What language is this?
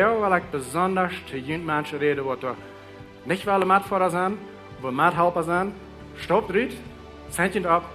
Plautdietsch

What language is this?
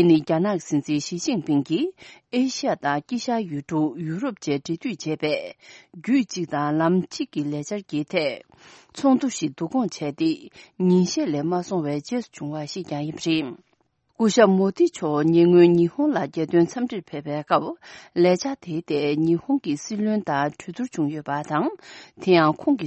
Tibetan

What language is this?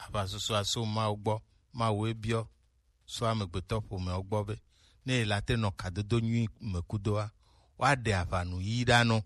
Gen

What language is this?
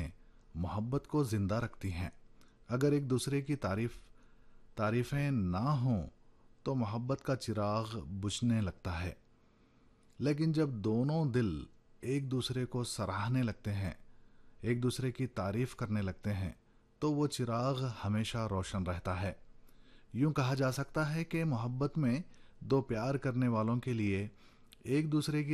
Urdu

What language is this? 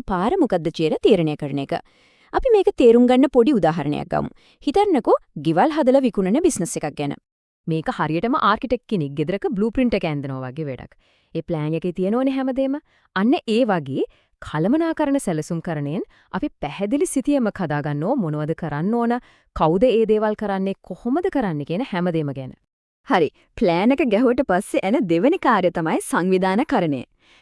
Sinhala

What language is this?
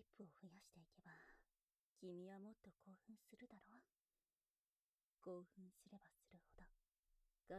Japanese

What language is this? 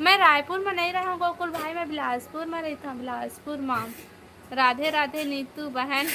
Chhattisgarhi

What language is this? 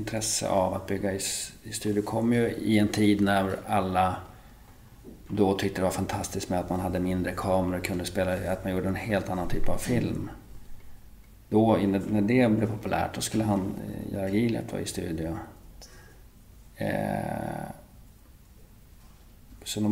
Swedish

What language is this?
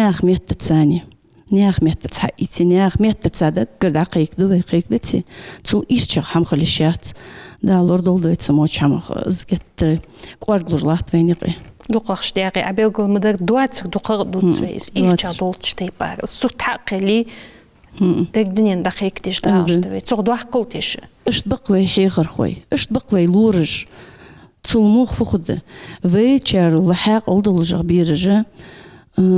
Ingush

